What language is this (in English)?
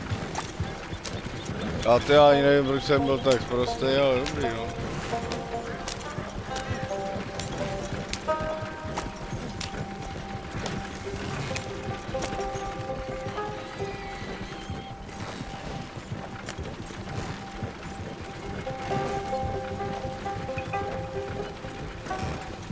Czech